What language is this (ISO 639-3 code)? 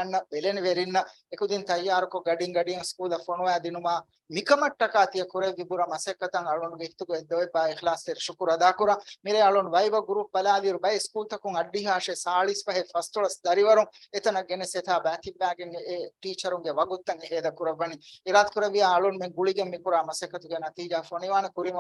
div